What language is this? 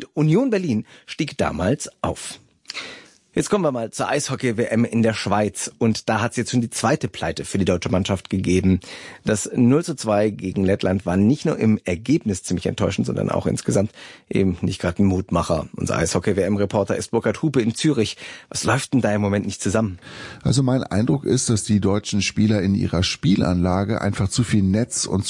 German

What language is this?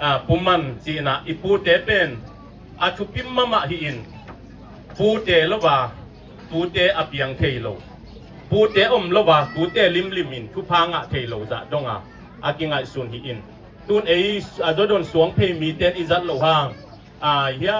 Tedim Chin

